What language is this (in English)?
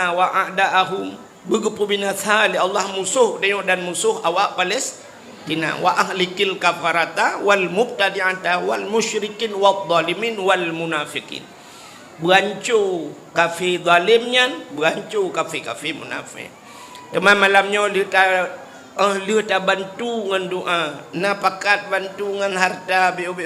Achinese